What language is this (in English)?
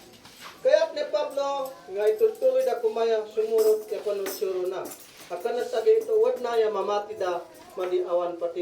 Isnag